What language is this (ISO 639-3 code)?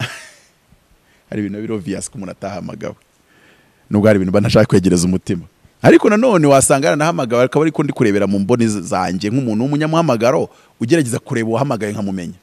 kin